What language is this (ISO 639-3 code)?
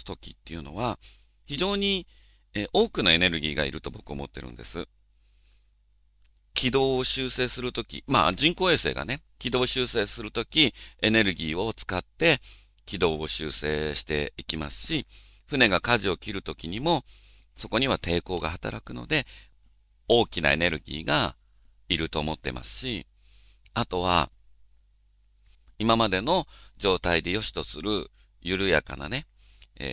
jpn